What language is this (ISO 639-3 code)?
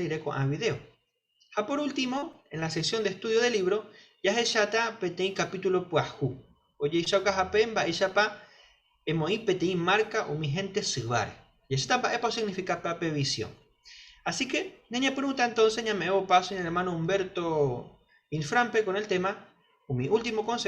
grn